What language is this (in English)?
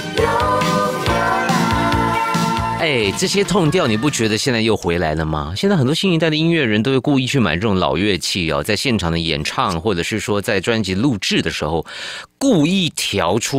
Chinese